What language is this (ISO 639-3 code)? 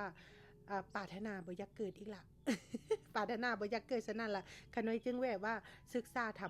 lao